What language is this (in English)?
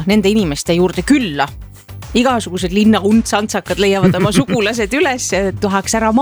Estonian